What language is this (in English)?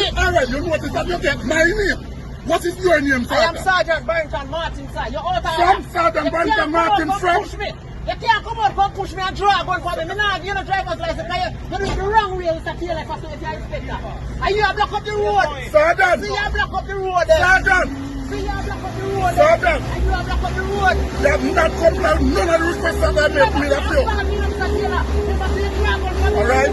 Jamaican Creole English